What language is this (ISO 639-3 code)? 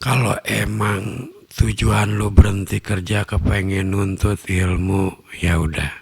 bew